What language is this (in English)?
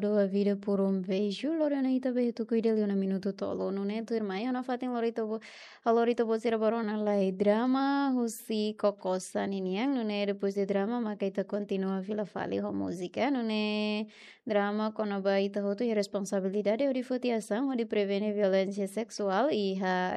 Tetum